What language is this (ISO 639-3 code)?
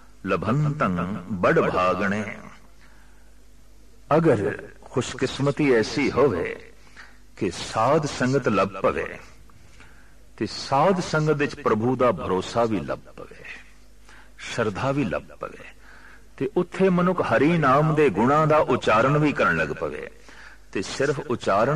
pan